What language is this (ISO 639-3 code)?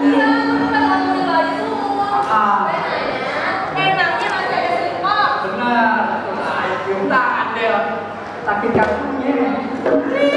bew